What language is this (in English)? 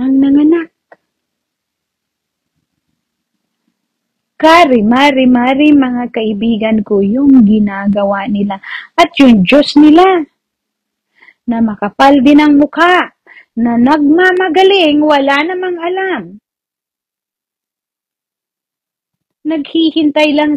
Filipino